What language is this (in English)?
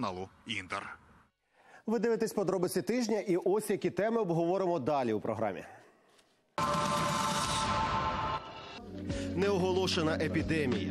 Ukrainian